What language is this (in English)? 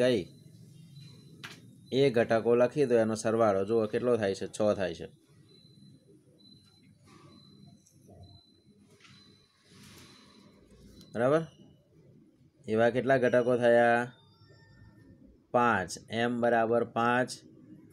Gujarati